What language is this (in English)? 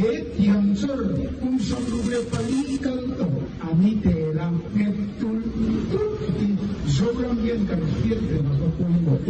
Mizo